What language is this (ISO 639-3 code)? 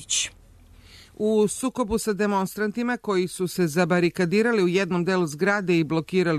srp